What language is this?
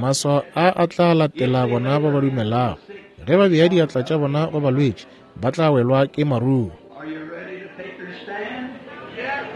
Northern Sotho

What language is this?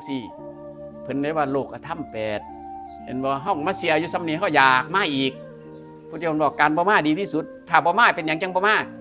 Northeastern Thai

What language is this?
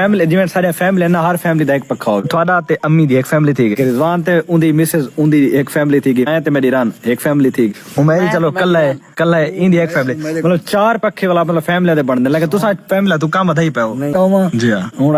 Saraiki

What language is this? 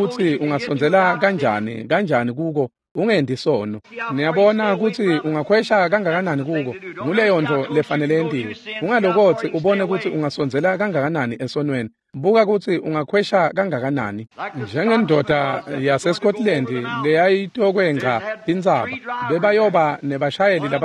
Swati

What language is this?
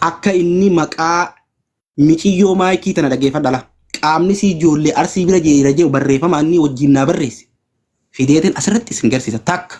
Oromo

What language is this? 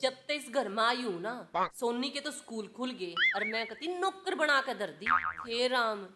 Haryanvi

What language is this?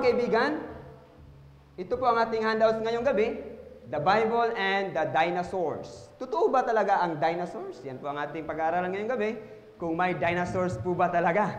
Filipino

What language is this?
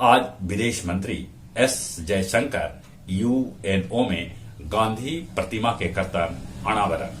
Magahi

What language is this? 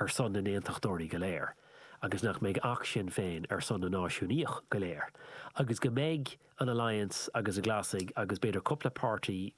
Irish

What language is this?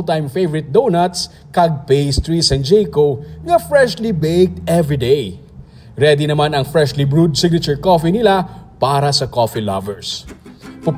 Hiligaynon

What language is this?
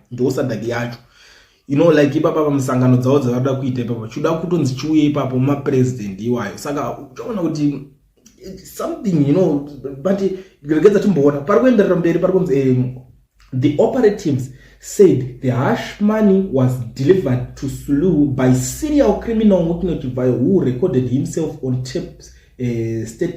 Shona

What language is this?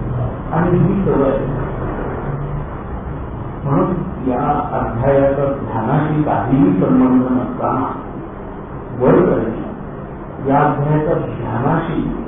Marathi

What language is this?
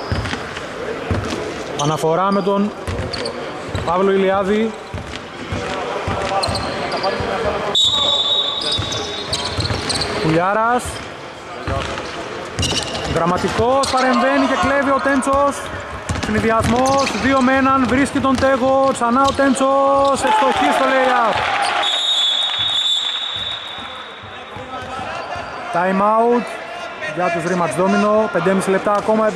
Greek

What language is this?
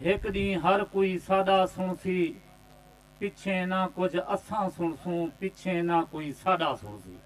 Saraiki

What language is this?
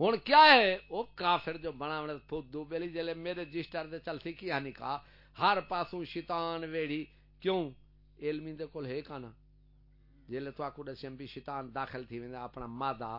Saraiki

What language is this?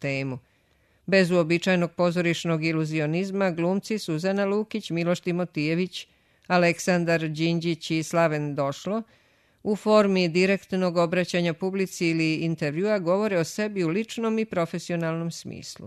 Serbian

